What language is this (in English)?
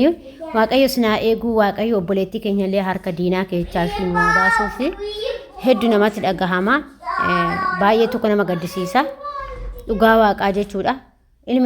Oromo